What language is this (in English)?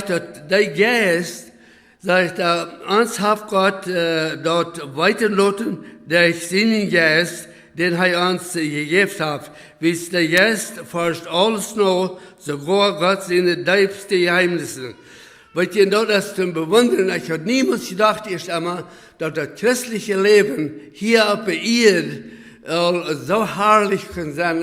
Plautdietsch